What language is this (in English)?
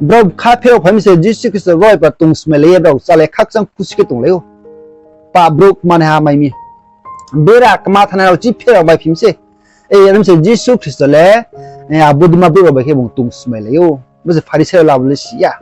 Riang (India)